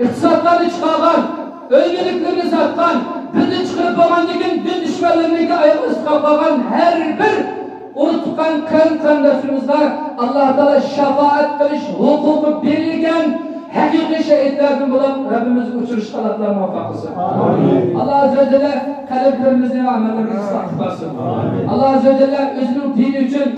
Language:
Uyghur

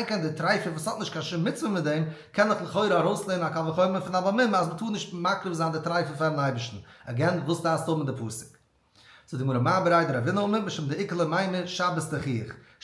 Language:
Yiddish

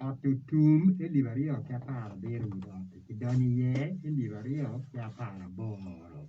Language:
Acoli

